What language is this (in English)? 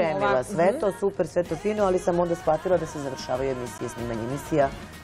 Serbian